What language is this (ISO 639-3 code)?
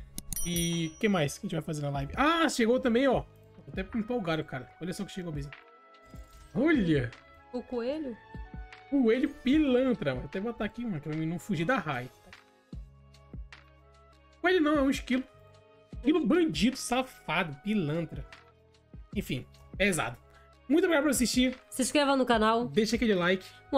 por